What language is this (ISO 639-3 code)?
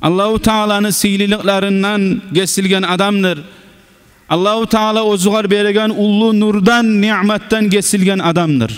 kum